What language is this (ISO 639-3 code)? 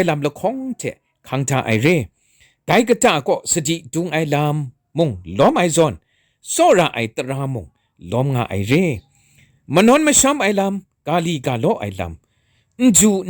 kac